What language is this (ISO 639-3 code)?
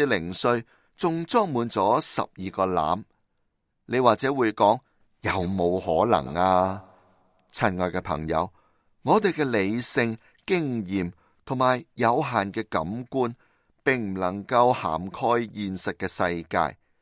yue